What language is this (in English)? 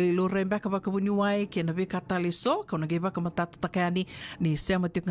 Fijian